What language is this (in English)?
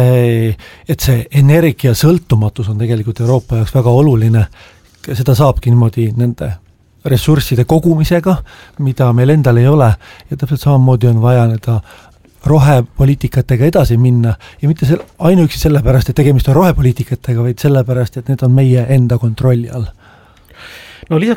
Estonian